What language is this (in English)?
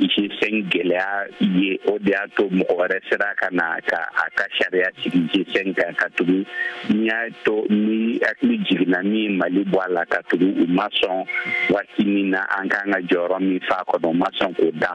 Bambara